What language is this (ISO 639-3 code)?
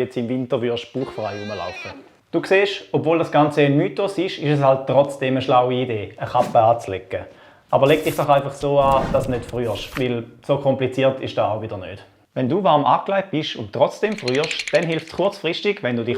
gsw